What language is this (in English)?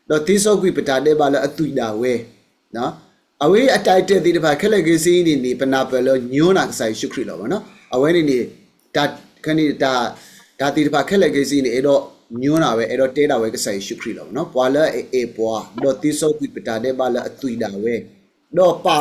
S'gaw Karen